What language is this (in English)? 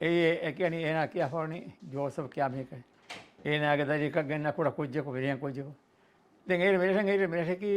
Divehi